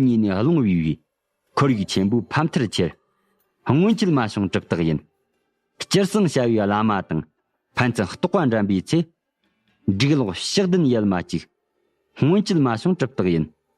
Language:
Tibetan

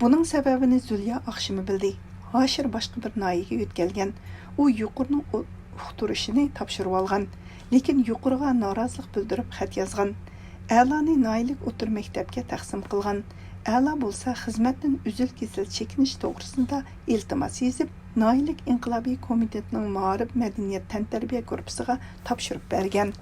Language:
Uyghur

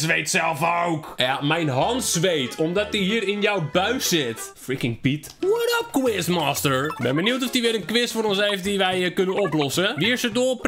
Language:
Dutch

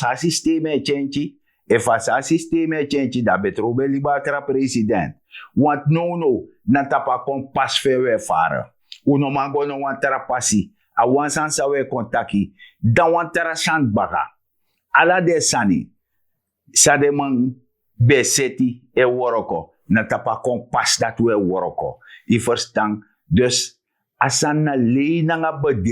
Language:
Sranan Tongo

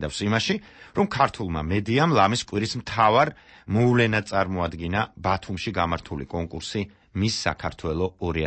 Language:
Georgian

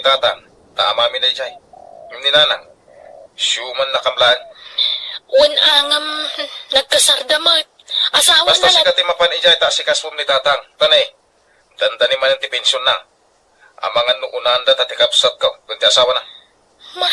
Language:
Iloko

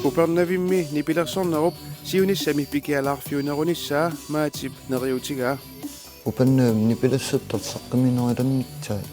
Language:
Kalaallisut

